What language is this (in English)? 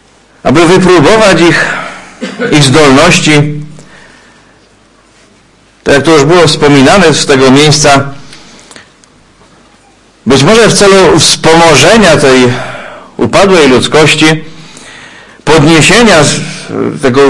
Polish